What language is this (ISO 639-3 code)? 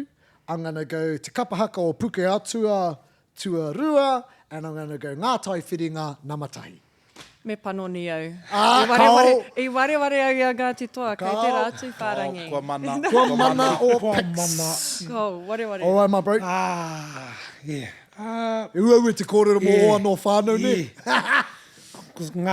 mri